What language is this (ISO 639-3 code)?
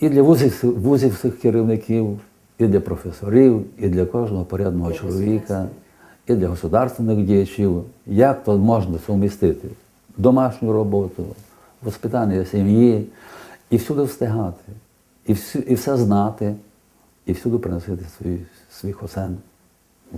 rue